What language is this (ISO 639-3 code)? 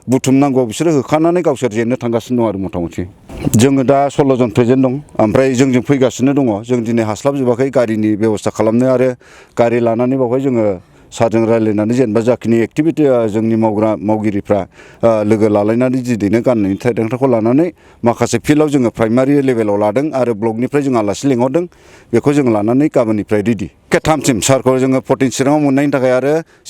brx